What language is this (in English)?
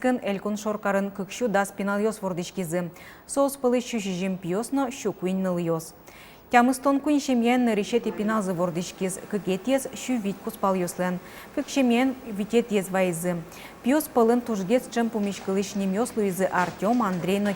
Udmurt